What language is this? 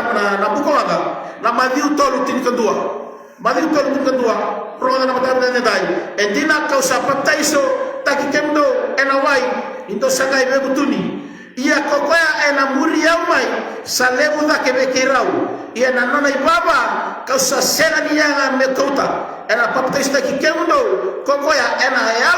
Fijian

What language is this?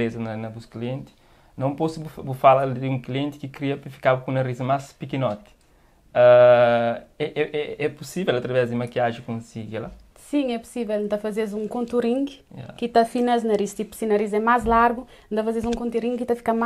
Kabuverdianu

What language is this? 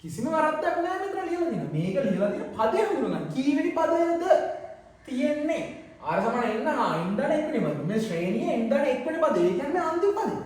Sinhala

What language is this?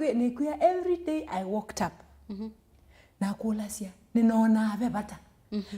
Kamba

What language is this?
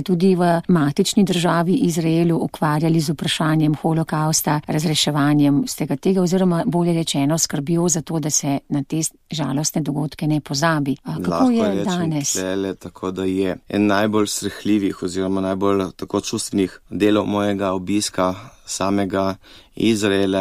Slovenian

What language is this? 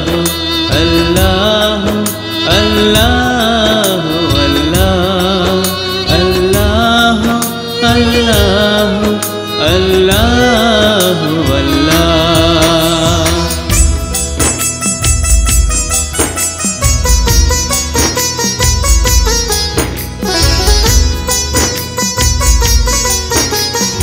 Bangla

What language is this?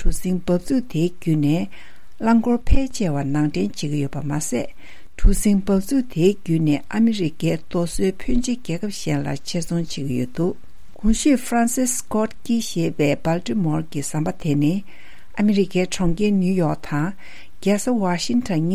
Tibetan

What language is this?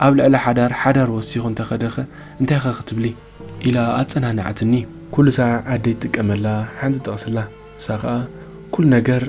Tigrinya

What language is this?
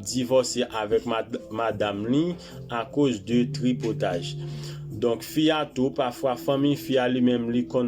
Haitian Creole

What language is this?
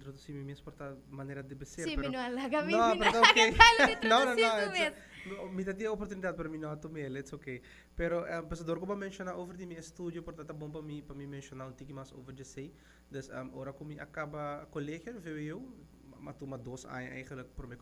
Papiamento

